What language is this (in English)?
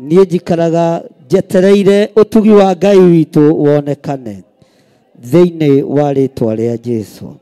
Kikuyu